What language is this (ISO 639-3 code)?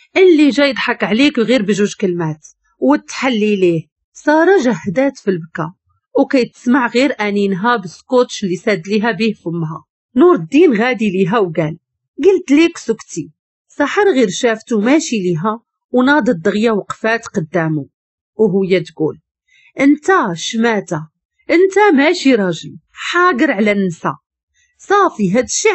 ary